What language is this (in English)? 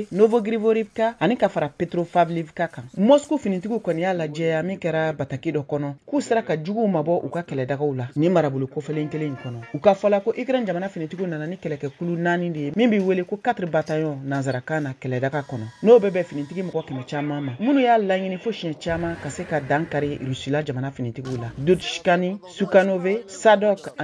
Bambara